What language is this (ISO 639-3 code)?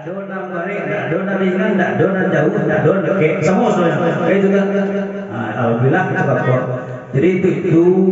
min